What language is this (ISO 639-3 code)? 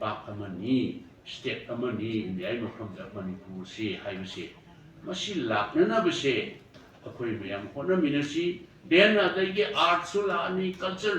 mni